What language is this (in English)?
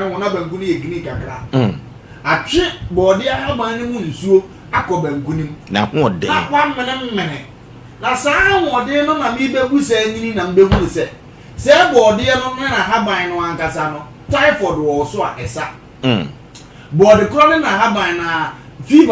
Akan